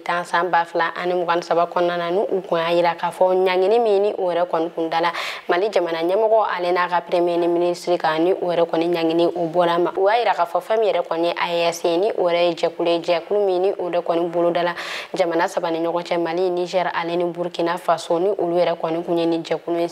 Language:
Bambara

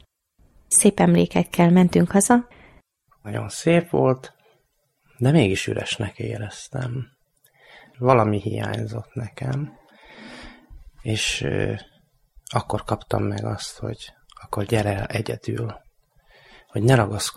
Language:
Hungarian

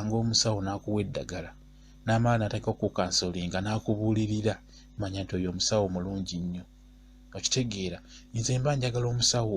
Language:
Ganda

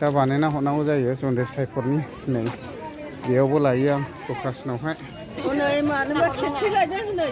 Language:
Bodo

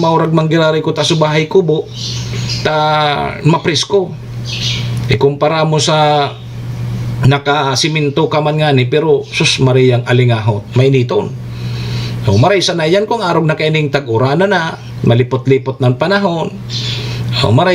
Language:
Bikol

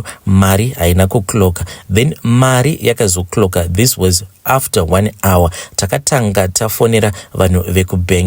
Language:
Shona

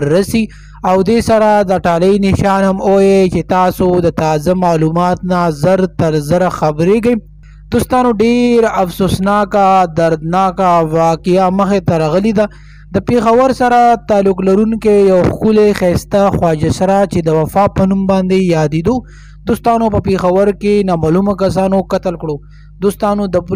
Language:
Pashto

